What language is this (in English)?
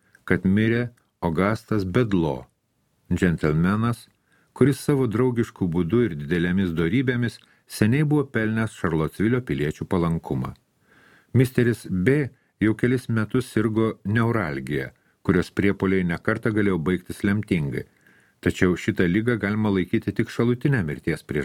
Lithuanian